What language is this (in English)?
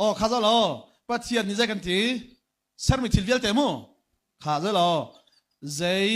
Hakha Chin